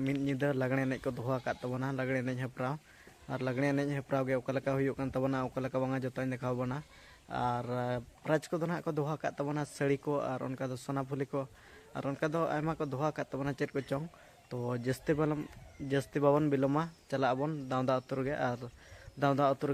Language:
Santali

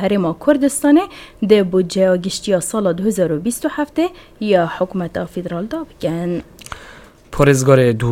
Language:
Kurdish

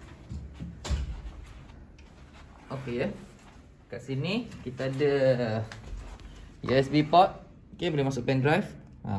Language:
Malay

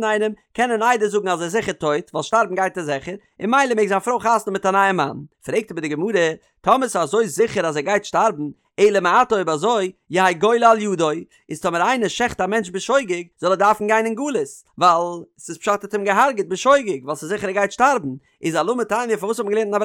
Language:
Yiddish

